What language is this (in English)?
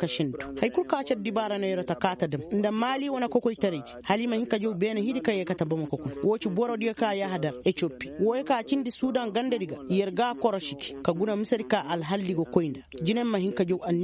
Koyraboro Senni